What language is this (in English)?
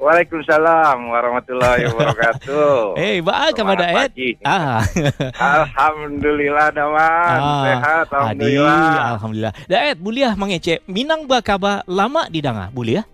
Minangkabau